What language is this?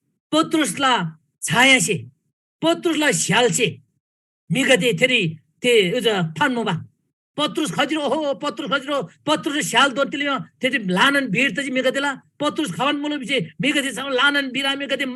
Eastern Tamang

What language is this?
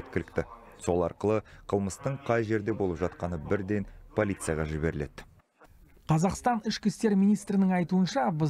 Kazakh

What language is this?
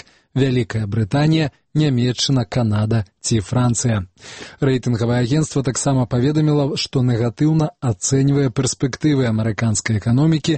Belarusian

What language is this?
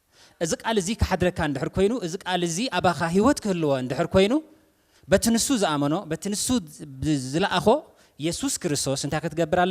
Tigrinya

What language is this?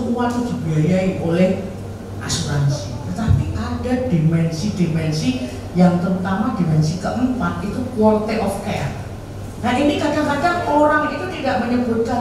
Indonesian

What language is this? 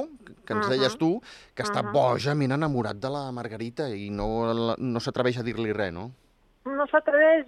Catalan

